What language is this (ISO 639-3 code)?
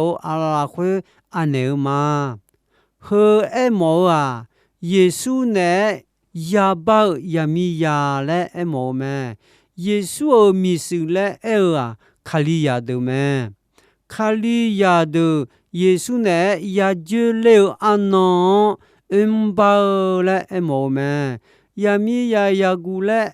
ahk